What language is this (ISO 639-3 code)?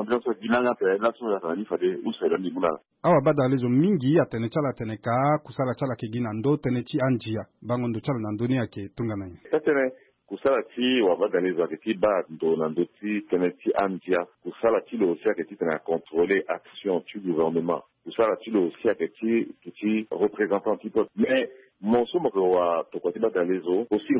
sag